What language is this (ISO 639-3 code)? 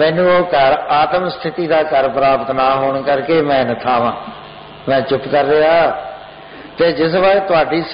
pan